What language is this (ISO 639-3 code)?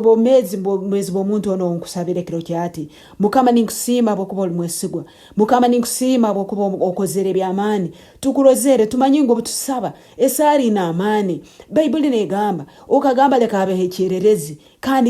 nyn